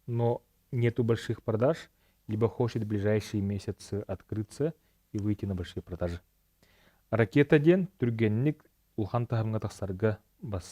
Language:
Yakut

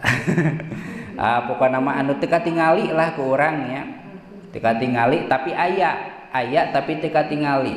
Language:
Sundanese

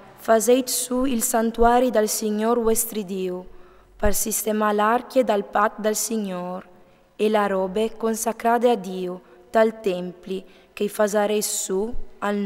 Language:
Friulian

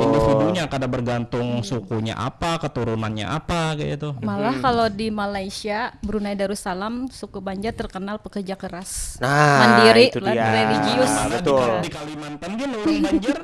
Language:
Banjar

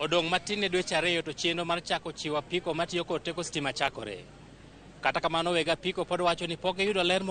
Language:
Luo (Kenya and Tanzania)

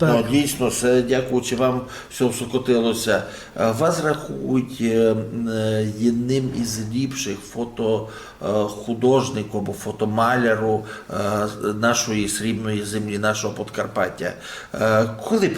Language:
Rusyn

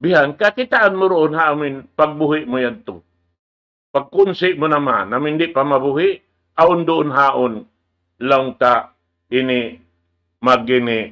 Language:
Tausug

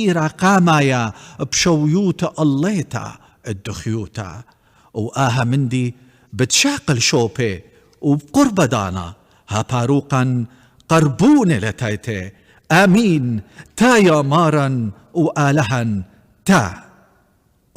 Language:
Assyrian Neo-Aramaic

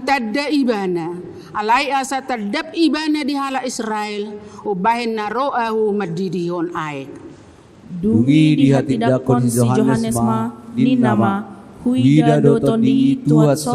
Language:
Batak Toba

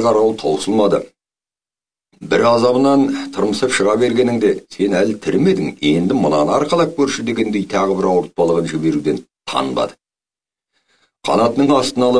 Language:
Kazakh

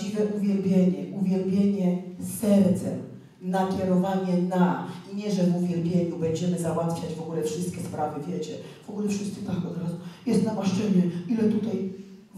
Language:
Polish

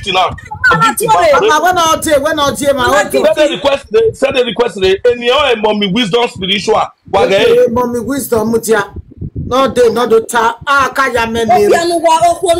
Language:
Nigerian Pidgin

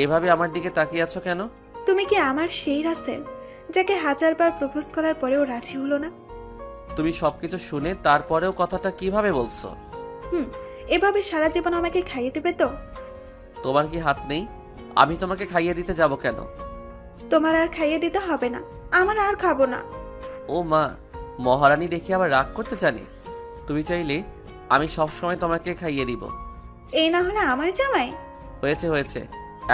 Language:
Bangla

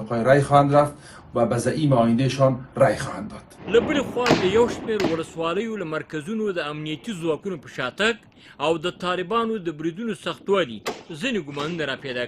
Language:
Pashto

